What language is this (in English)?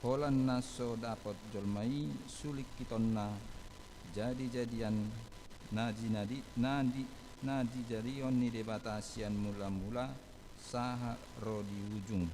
Batak Toba